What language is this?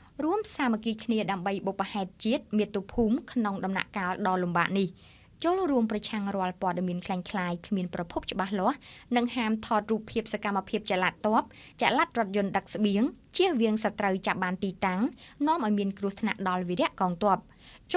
Khmer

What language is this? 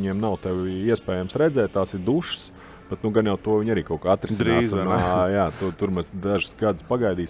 Latvian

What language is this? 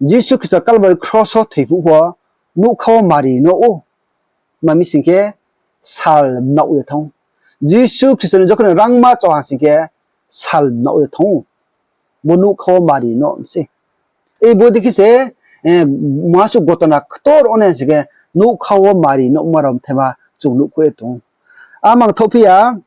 Riang (India)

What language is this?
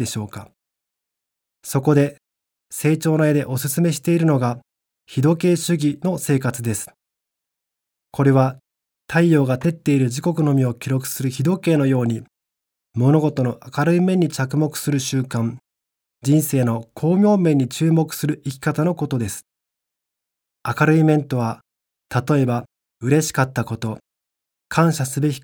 Japanese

